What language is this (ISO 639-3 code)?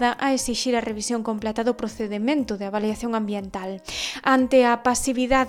glg